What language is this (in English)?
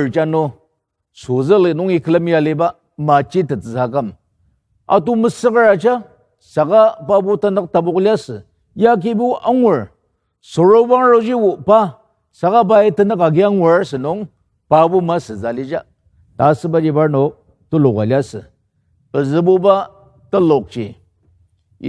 Ao Naga